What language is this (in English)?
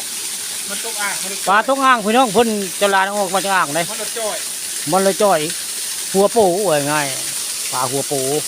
Northeastern Thai